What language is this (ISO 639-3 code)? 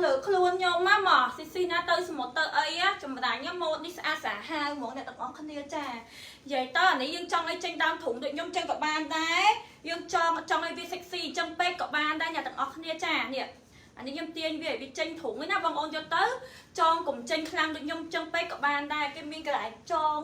khm